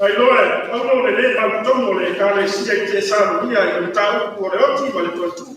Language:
Samoan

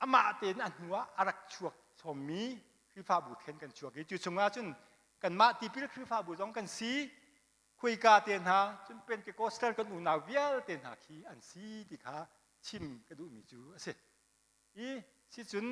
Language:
Hakha Chin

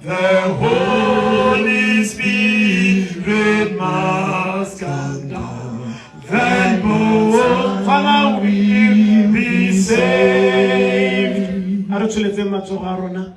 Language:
Tswana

